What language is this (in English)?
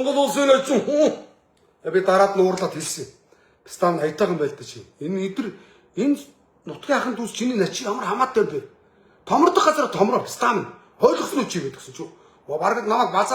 Mongolian